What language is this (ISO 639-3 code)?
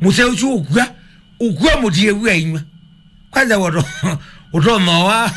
kam